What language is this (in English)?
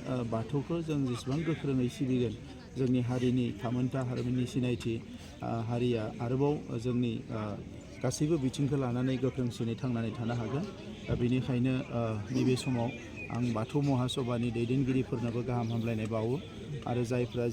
Bodo